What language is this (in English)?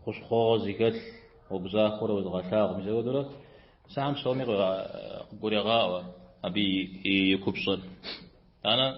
Kabardian